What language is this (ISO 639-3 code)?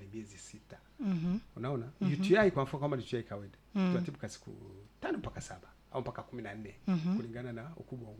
swa